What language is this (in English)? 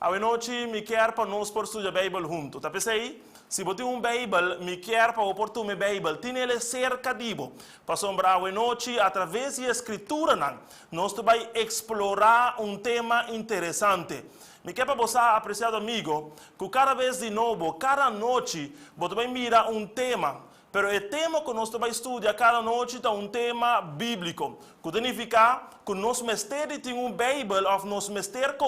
Papiamento